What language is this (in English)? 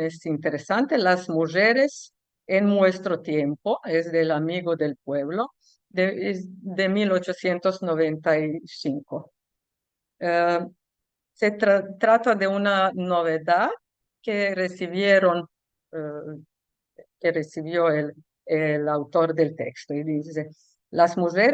Ladino